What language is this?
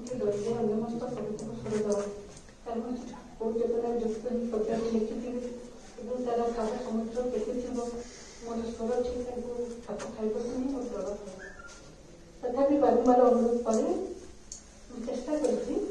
Odia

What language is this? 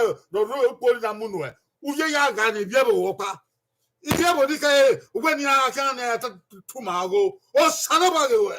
Bini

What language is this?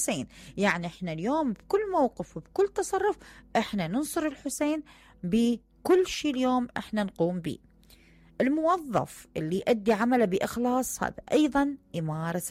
Mesopotamian Arabic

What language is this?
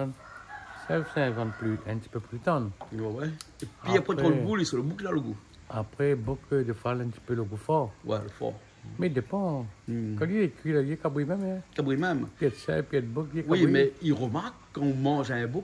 Réunion Creole French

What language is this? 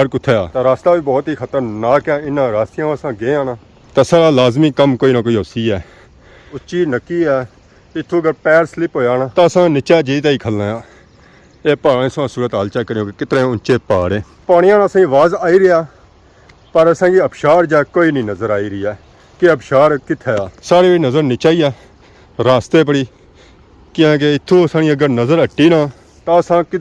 Pahari-Potwari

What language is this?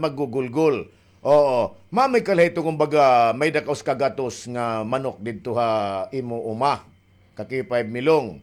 Waray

